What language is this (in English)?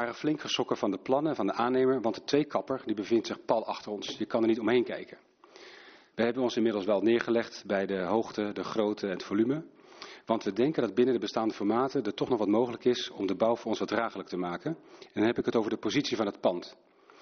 Dutch